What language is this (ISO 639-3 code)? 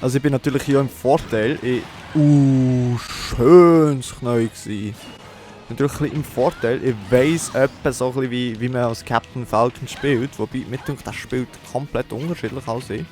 gsw